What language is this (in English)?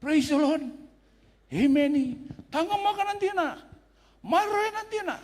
Fijian